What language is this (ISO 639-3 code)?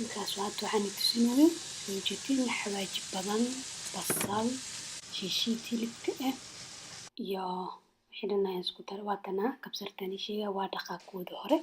som